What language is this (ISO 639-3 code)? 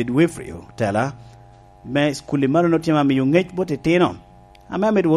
laj